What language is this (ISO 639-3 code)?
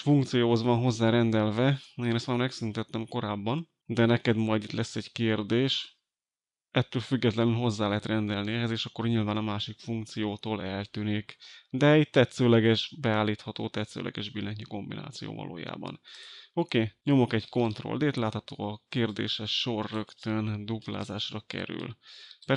hun